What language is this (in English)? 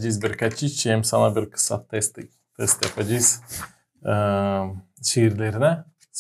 Gagauz